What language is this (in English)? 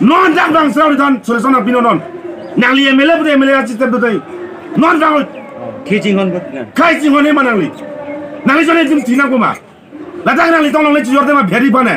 Karbi